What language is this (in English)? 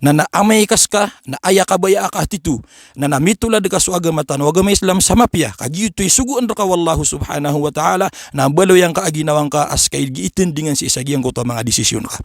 Maranao